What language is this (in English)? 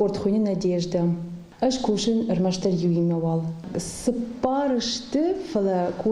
Ossetic